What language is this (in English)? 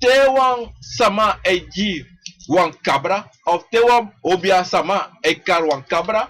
Sranan Tongo